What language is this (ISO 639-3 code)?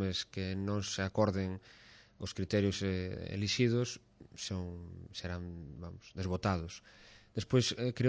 glg